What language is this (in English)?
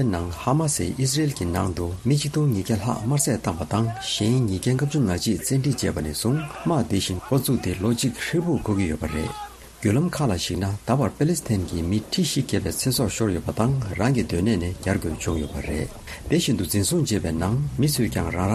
Tibetan